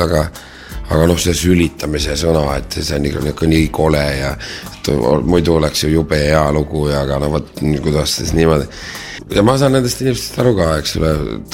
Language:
Estonian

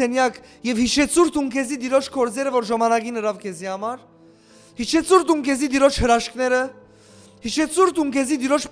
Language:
Western Armenian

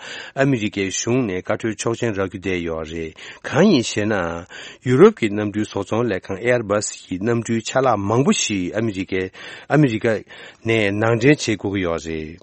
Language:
Tibetan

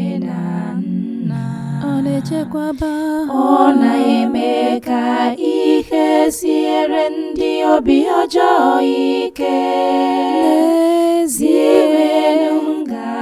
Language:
Igbo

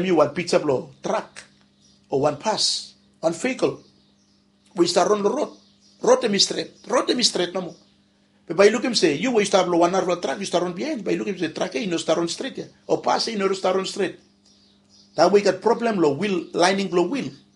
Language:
Bislama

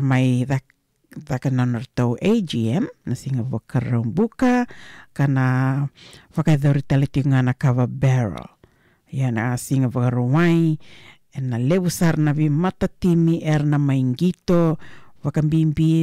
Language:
Fijian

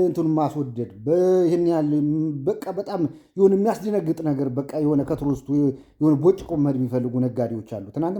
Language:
Amharic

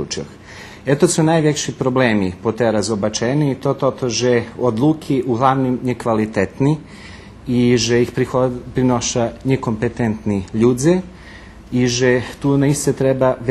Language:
Rusyn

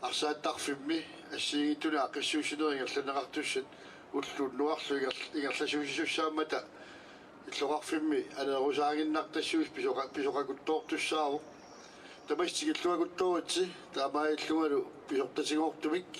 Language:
Kalaallisut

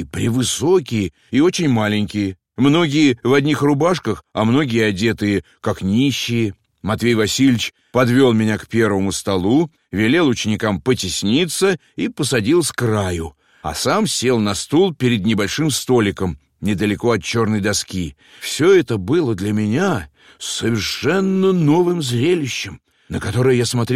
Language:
Russian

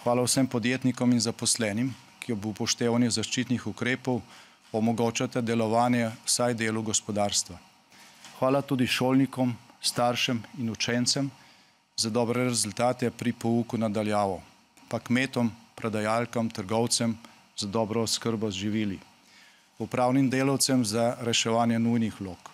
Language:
Slovenian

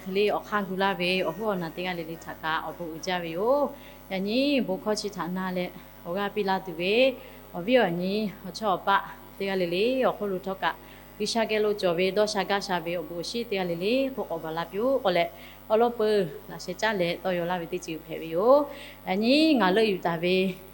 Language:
Lahu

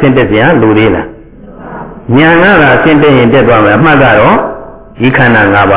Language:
Burmese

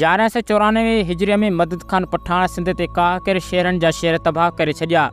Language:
Sindhi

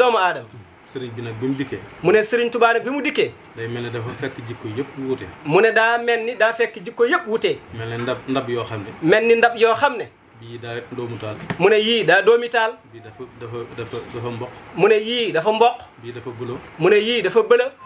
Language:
Wolof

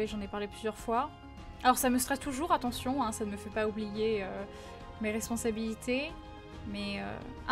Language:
French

